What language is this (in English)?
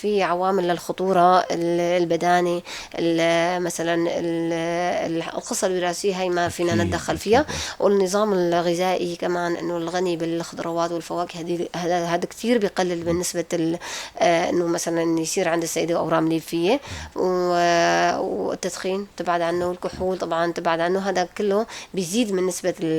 North Levantine Arabic